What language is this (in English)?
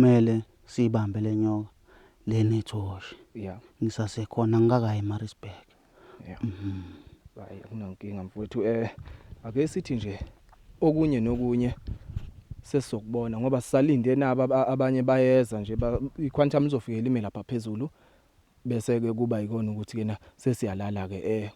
Zulu